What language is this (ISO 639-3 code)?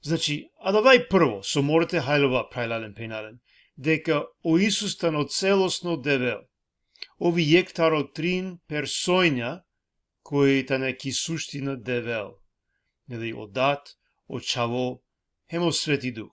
rmn